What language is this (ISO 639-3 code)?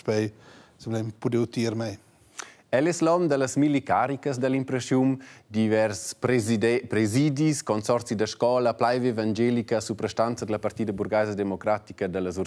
roh